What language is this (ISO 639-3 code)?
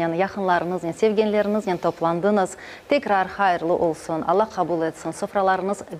crh